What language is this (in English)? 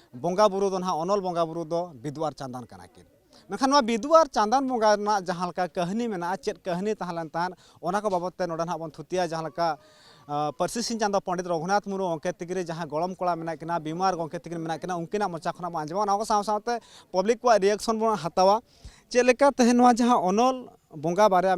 Santali